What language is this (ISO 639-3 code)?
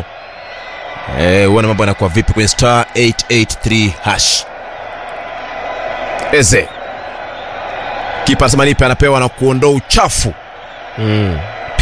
swa